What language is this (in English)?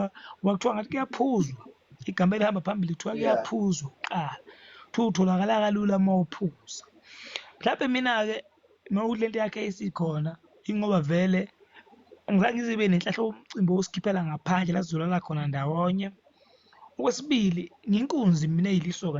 Zulu